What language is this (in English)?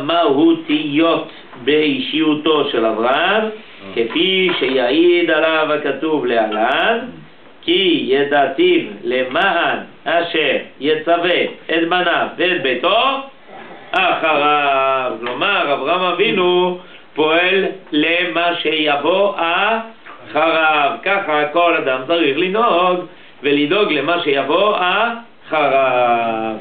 Hebrew